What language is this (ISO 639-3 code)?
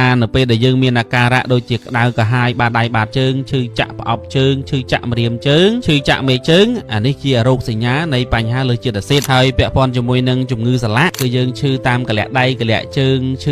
khm